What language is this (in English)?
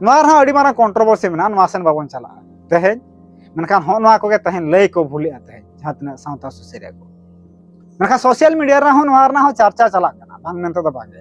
Santali